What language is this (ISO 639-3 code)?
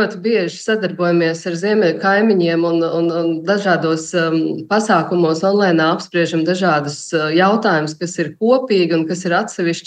lav